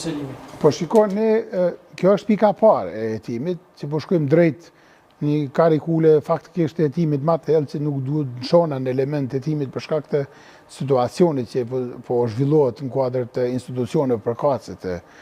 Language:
Albanian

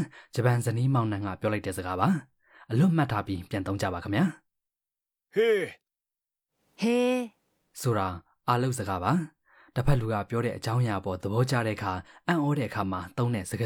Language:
Burmese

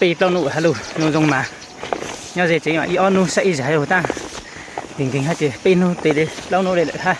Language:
Hmong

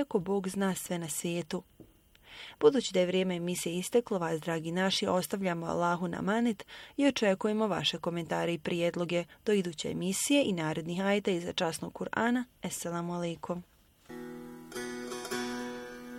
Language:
Bosnian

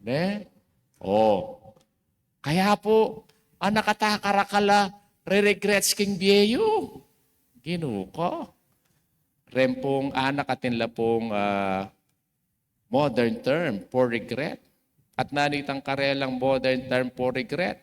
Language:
Pampanga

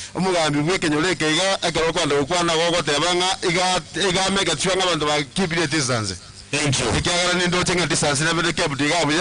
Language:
Gusii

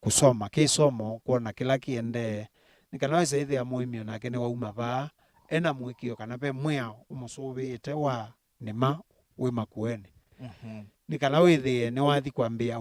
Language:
Kamba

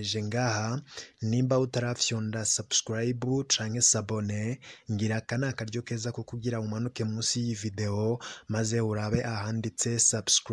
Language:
Rundi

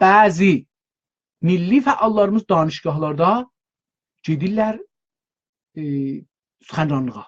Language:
South Azerbaijani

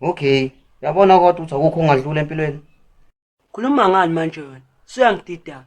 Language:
Zulu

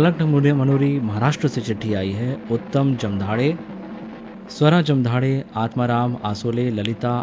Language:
Hindi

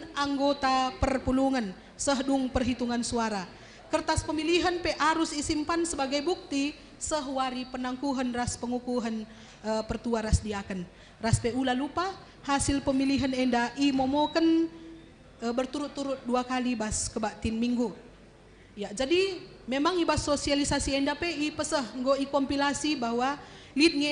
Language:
Batak Karo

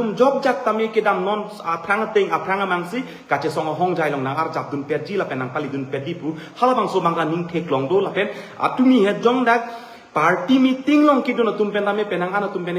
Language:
Karbi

